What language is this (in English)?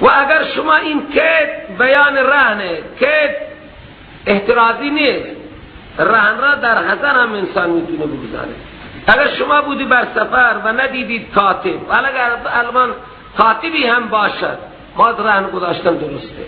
Persian